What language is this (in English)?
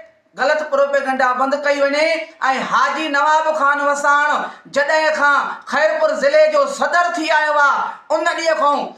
Sindhi